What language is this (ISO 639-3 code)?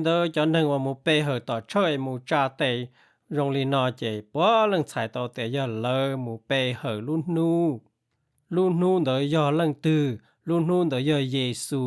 hmn